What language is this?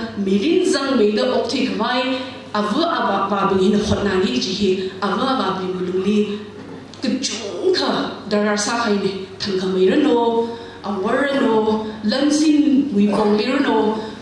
Tangkhul Naga (India)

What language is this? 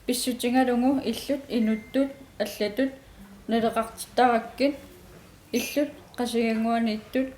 Kalaallisut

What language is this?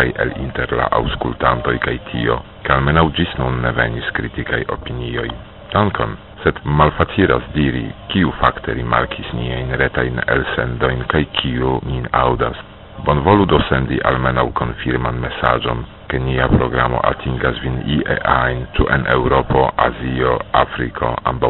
Esperanto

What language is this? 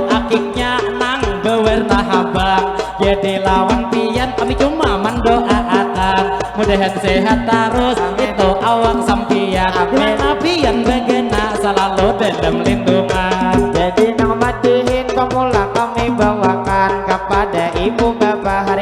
Banjar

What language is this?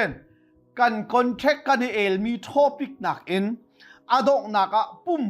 Hakha Chin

